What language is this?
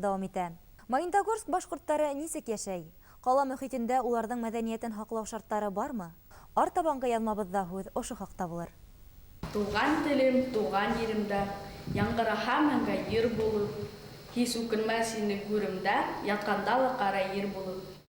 Bashkir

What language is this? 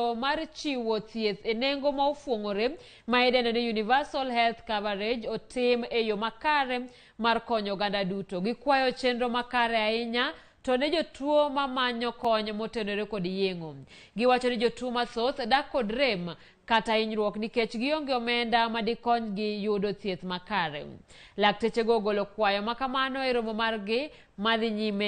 Luo (Kenya and Tanzania)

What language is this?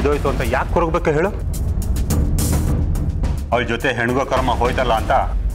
Kannada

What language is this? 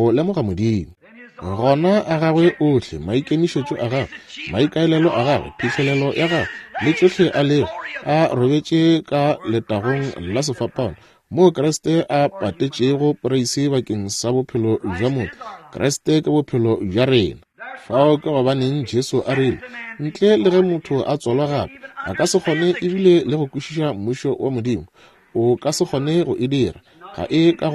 Northern Sotho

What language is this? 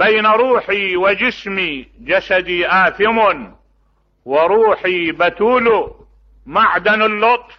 Mesopotamian Arabic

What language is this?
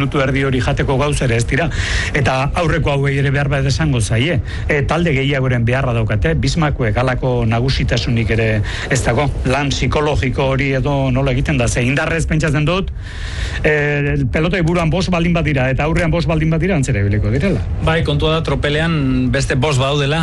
Basque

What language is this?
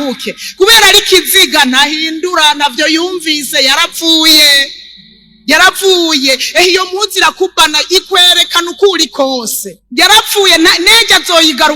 Rundi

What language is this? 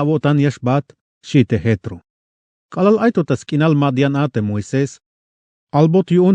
Tzeltal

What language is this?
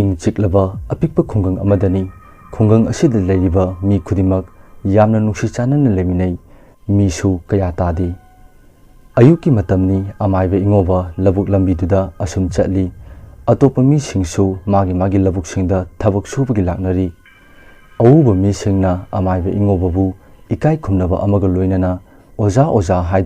Manipuri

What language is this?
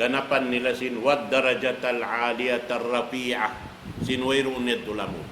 Tausug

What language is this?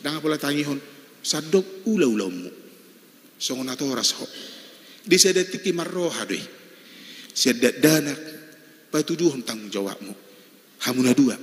Batak Toba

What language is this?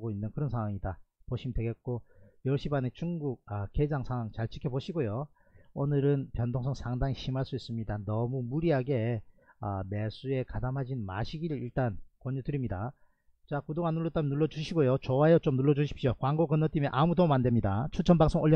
Korean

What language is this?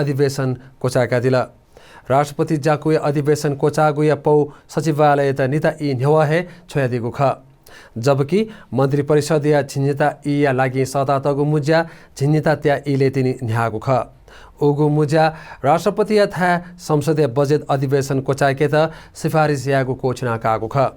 Newari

